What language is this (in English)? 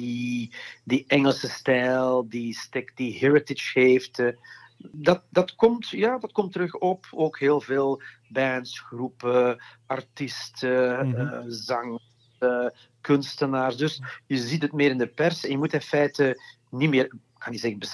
Dutch